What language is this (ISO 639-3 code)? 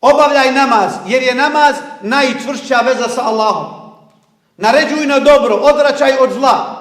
bos